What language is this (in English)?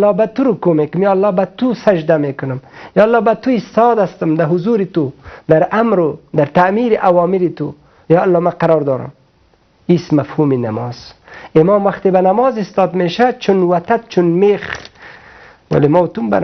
Persian